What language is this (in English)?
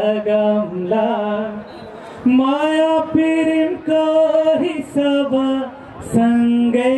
Nepali